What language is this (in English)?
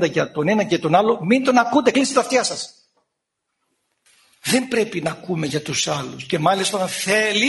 Greek